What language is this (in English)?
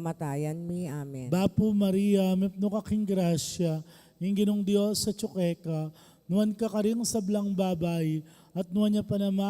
Pampanga